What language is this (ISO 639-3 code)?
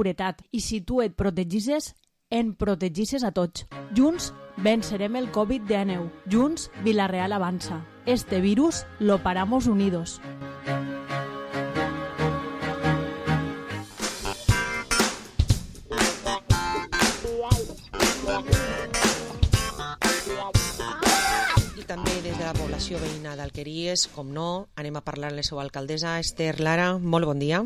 cat